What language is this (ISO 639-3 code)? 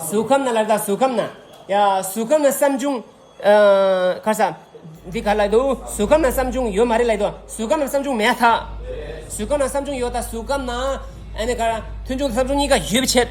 bod